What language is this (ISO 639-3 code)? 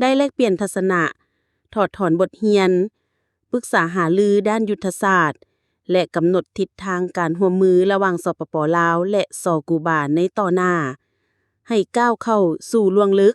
lao